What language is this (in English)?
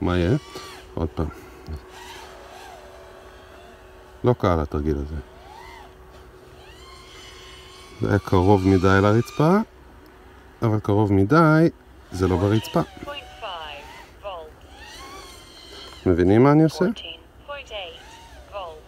Hebrew